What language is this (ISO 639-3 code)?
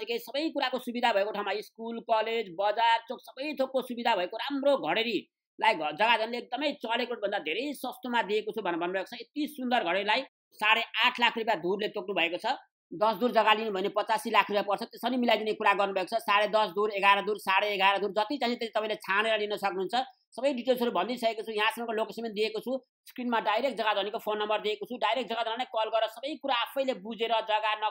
nep